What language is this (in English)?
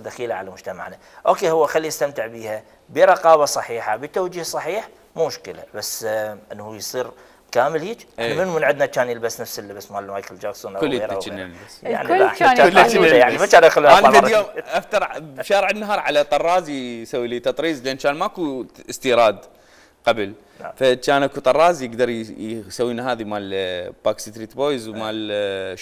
Mesopotamian Arabic